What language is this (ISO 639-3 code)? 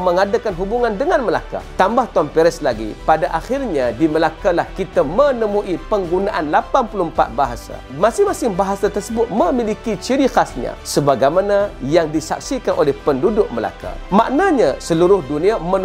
msa